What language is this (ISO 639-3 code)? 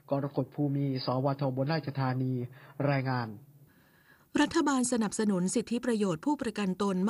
tha